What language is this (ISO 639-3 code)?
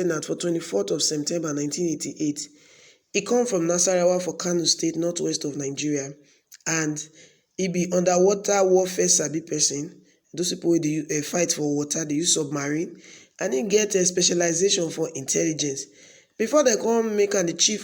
pcm